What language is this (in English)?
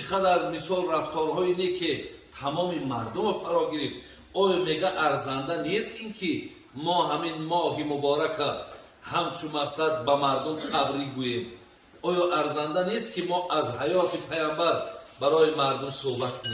Tajik